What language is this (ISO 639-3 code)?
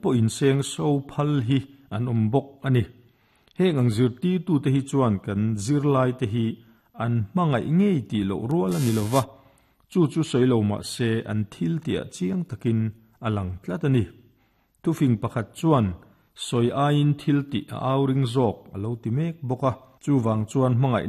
lus